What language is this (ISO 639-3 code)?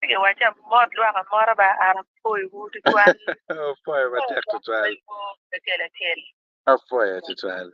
ach